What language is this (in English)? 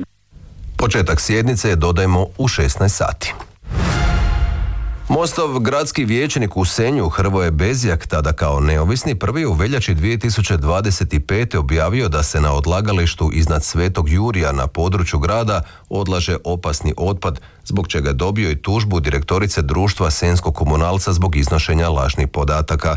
Croatian